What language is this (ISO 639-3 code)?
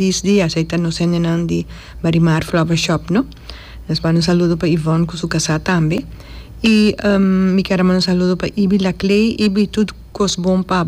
pap